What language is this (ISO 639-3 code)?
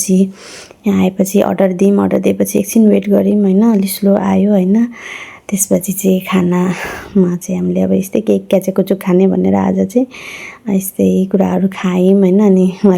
nep